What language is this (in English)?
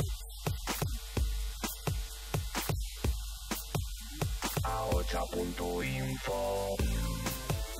Basque